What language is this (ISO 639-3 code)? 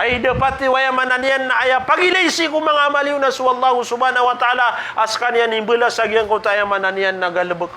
mrw